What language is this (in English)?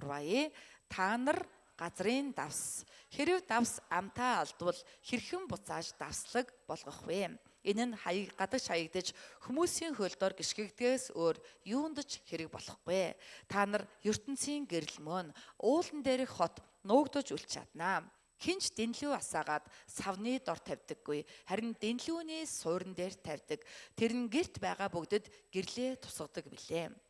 Mongolian